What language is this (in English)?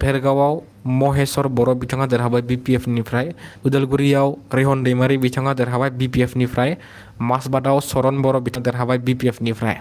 Bodo